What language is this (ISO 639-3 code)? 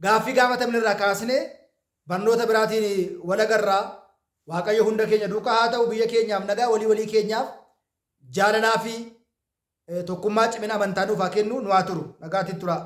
orm